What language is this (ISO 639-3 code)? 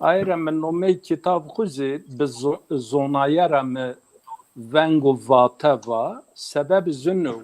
zza